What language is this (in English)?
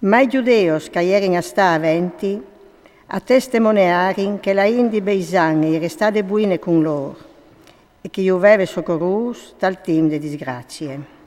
Friulian